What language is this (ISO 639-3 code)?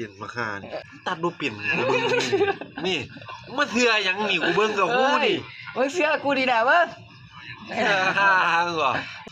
tts